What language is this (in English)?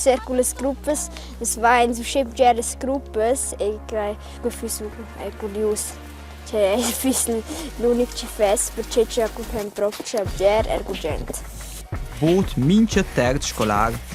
Romansh